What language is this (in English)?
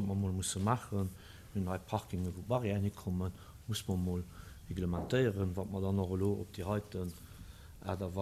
Luxembourgish